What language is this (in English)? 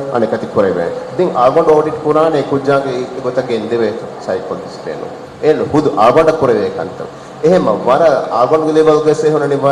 Divehi